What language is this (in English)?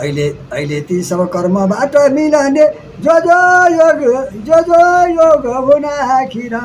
Nepali